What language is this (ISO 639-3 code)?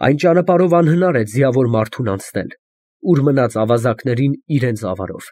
hye